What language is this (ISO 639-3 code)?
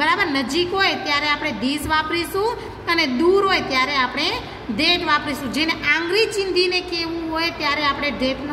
guj